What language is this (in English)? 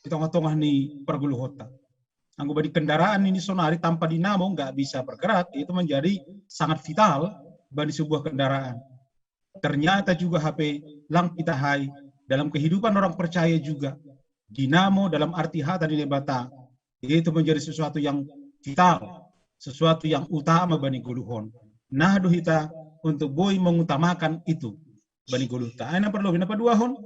Batak Simalungun